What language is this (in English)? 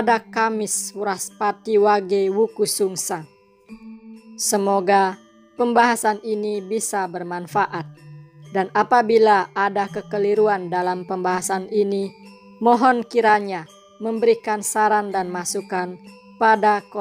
Indonesian